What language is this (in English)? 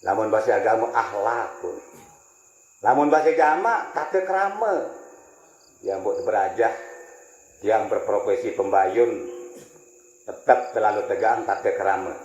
Sasak